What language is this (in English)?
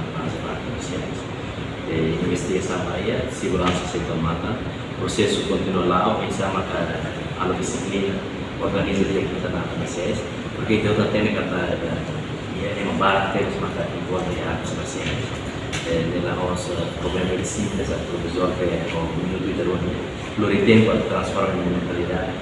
Tetum